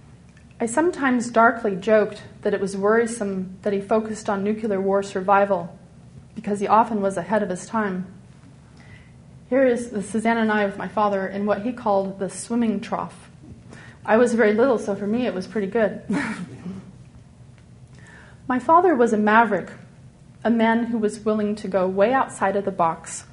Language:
English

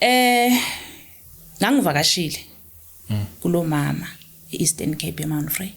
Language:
Zulu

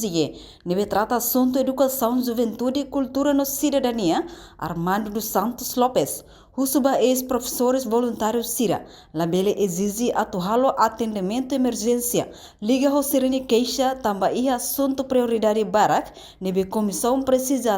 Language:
Tetum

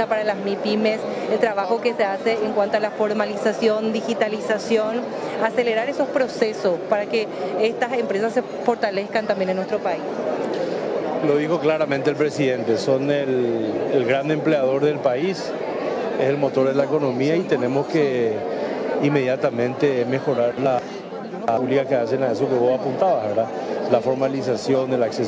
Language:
Spanish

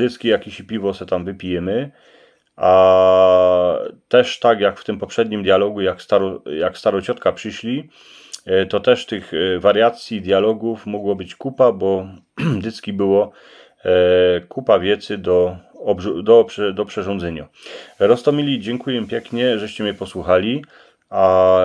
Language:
Silesian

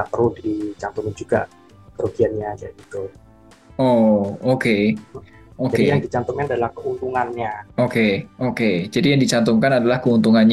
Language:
Indonesian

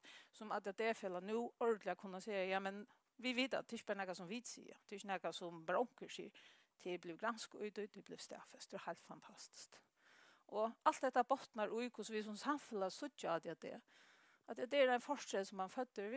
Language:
Faroese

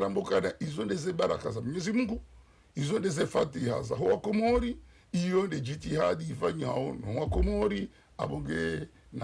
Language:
Ngazidja Comorian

